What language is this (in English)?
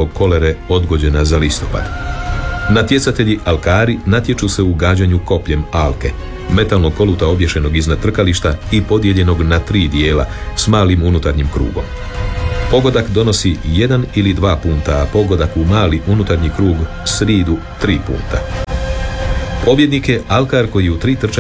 Croatian